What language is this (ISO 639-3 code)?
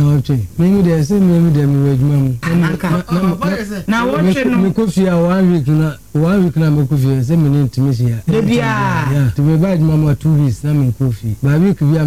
aka